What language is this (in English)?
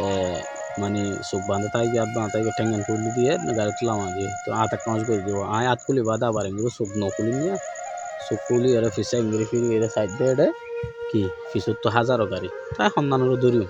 Rohingya